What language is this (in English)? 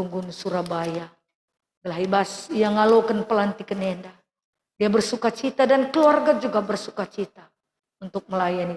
Batak Karo